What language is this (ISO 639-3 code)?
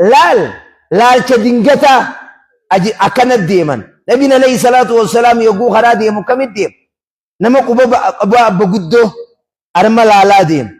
orm